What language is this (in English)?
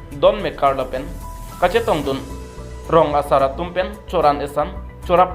Karbi